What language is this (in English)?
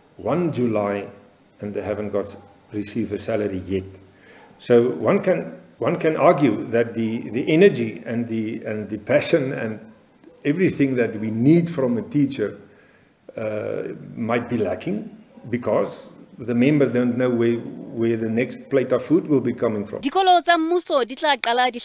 Southern Sotho